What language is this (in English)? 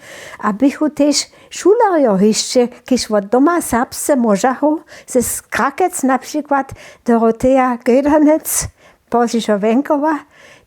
Upper Sorbian